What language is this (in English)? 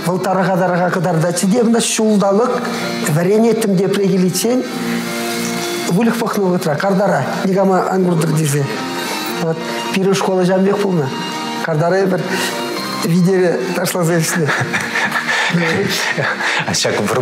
Chuvash